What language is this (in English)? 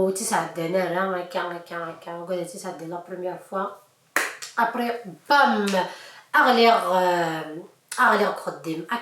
Kabyle